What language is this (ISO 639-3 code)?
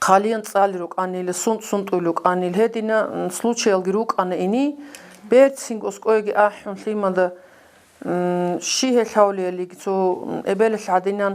ava